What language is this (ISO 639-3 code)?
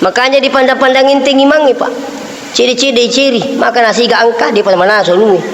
bug